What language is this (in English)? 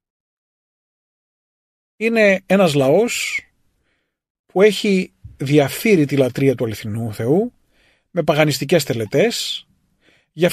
Greek